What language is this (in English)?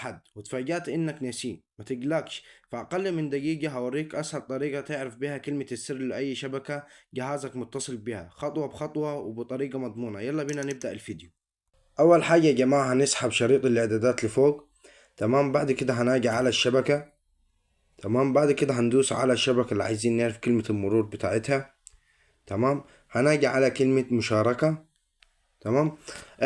Egyptian Arabic